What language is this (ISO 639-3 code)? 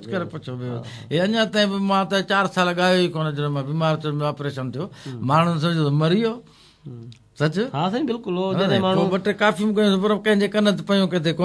snd